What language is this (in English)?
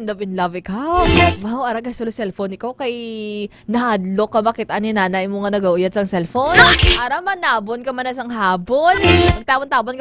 Hiligaynon